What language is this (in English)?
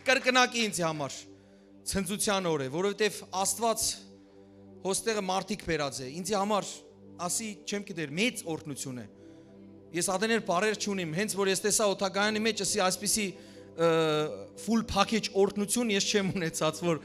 Western Armenian